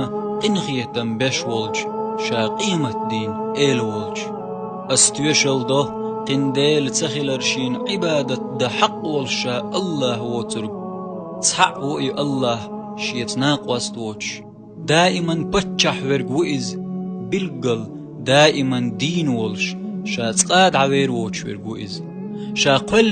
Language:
Chechen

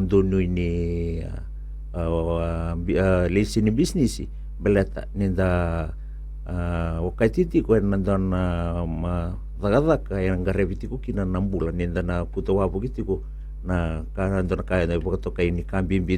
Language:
Fijian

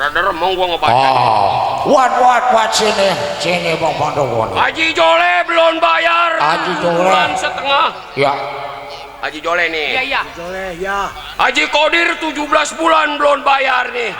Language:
Betawi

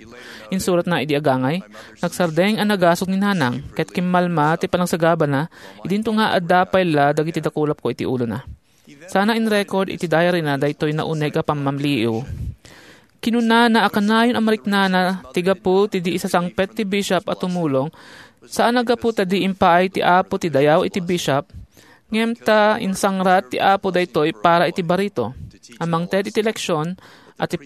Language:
Iloko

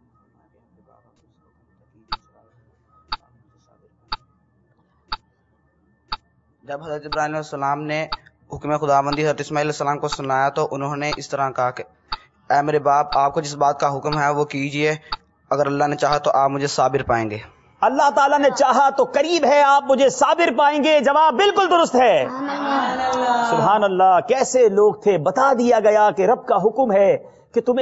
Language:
Urdu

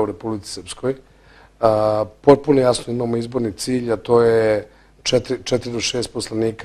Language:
Bosnian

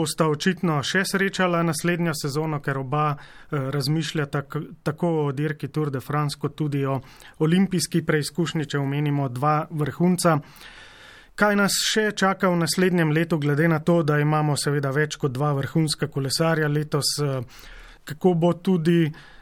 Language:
Slovenian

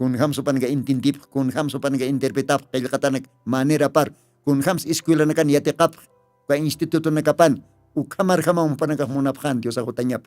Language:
Aymara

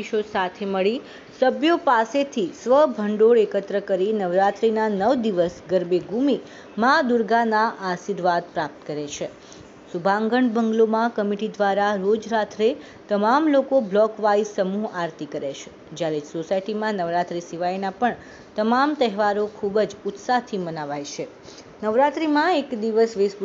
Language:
Gujarati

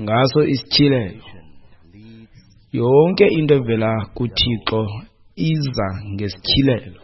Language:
Xhosa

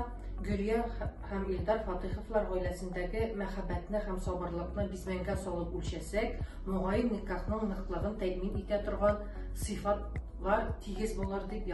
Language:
Tatar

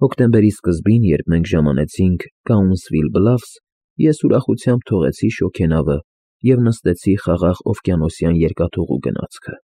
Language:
Armenian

